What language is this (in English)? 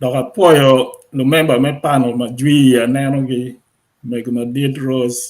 Acoli